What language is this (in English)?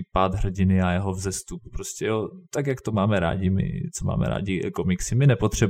Czech